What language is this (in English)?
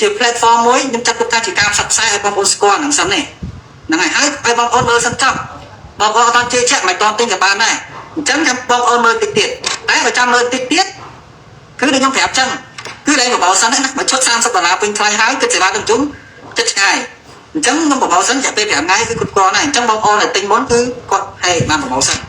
Khmer